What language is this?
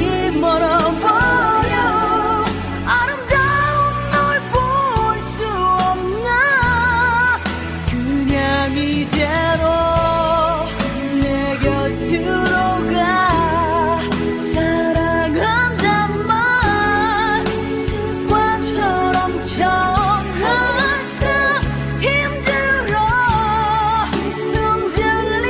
Korean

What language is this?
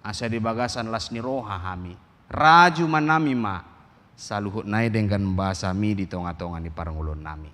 Batak Toba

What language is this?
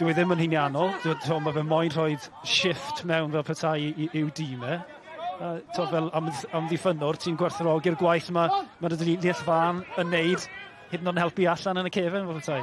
Welsh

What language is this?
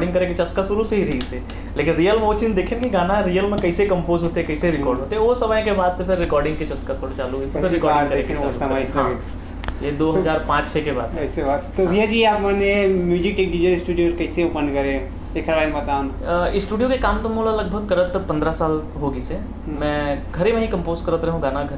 Chhattisgarhi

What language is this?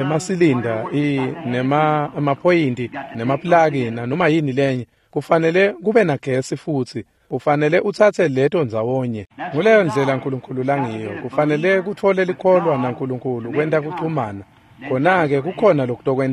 Swati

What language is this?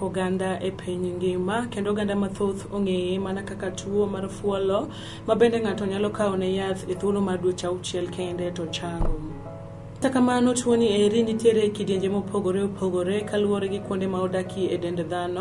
Luo (Kenya and Tanzania)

